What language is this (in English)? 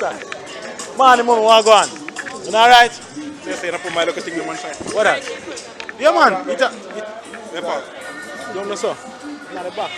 Jamaican Creole English